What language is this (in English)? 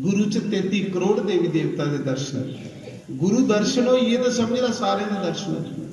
Dogri